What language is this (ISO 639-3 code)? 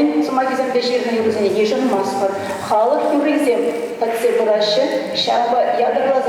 chv